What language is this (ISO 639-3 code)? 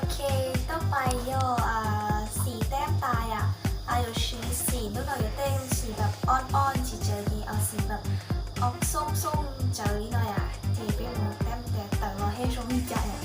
hmn